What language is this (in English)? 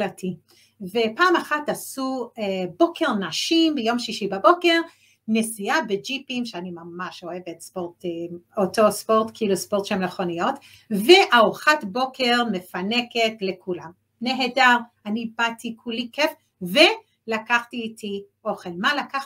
Hebrew